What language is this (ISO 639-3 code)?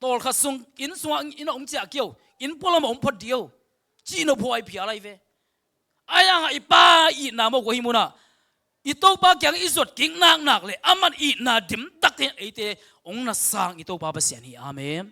ctd